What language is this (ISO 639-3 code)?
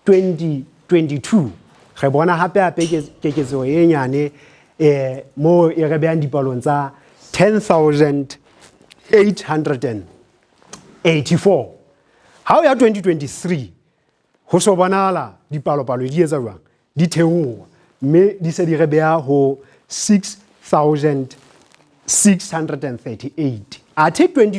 sot